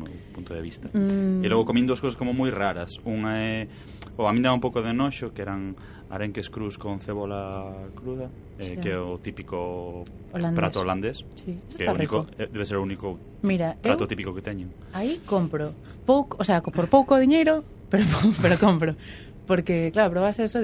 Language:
Galician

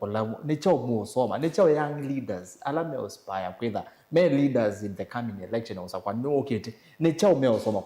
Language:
Kamba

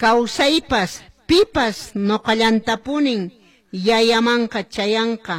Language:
Quechua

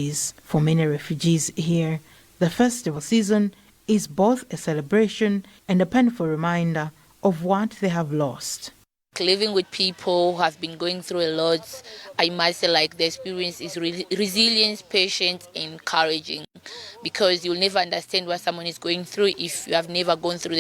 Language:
English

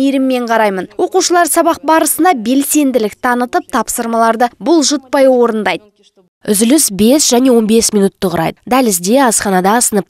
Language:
Kazakh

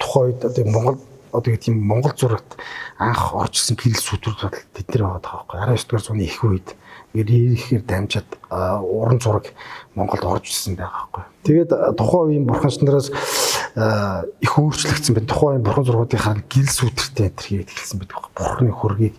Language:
Mongolian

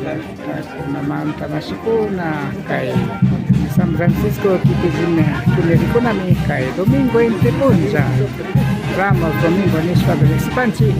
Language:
Imbabura Highland Quichua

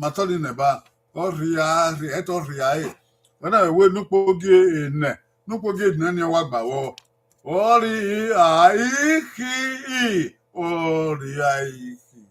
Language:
Bini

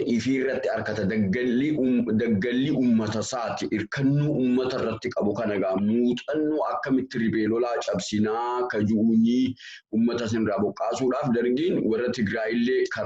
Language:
Oromo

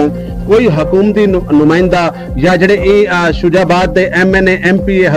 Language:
Saraiki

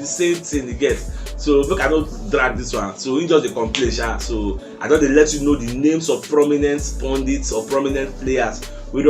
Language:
Nigerian Pidgin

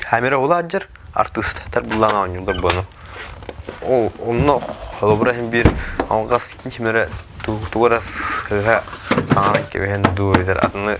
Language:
Yakut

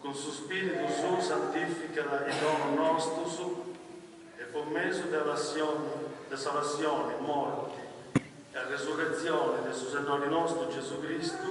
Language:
Sardinian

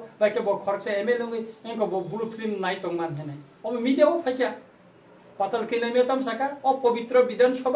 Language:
Kok Borok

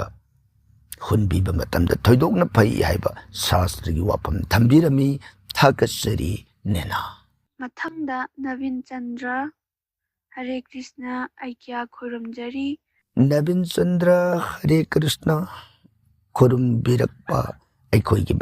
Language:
Manipuri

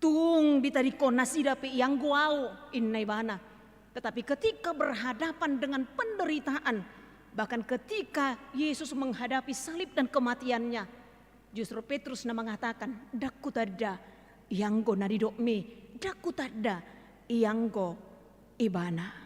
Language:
Batak Toba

